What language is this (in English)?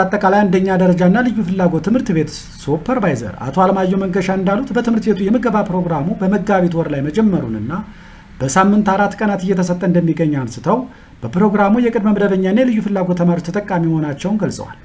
Amharic